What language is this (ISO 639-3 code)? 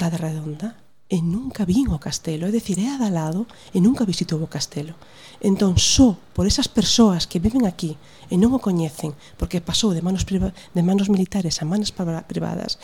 glg